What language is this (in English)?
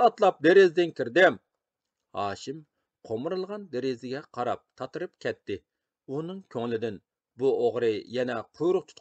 Uyghur